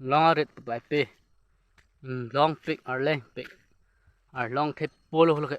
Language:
Karbi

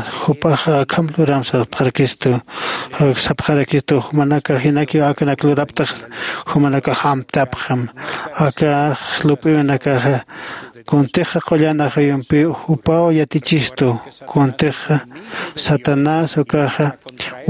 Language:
Aymara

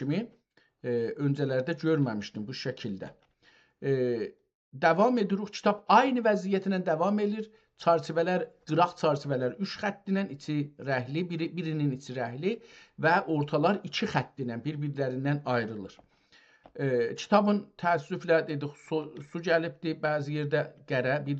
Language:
South Azerbaijani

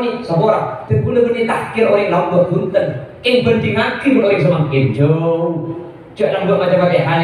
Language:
Madurese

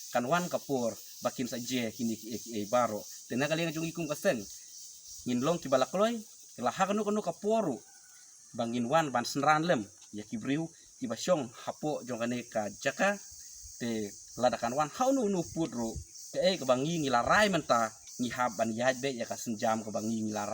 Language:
Khasi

